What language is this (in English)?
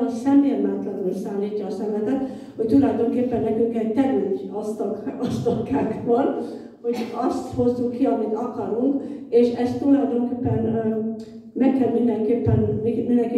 Hungarian